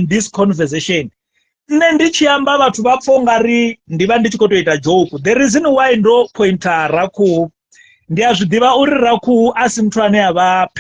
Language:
Venda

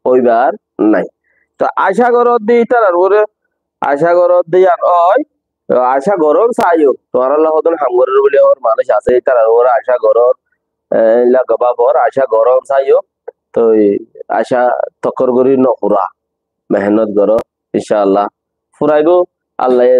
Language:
Rohingya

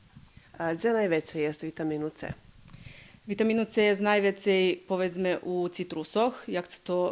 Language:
Rusyn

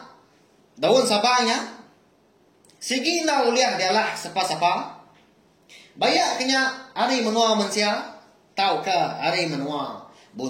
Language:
Iban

